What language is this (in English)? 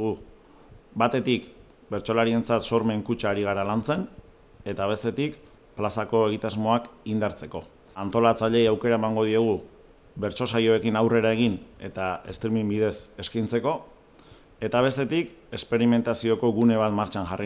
Basque